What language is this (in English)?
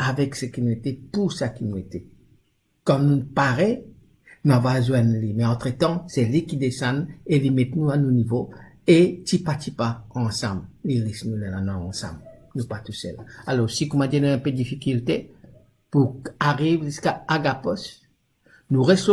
Morisyen